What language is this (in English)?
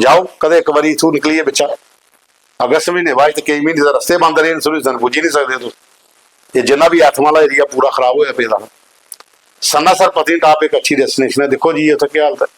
Dogri